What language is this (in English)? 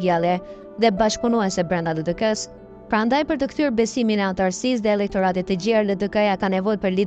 Albanian